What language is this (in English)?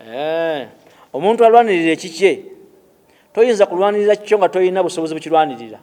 Ganda